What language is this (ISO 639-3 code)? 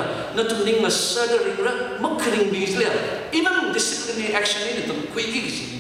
nmf